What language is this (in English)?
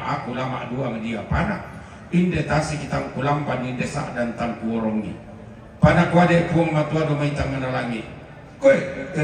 Toraja-Sa'dan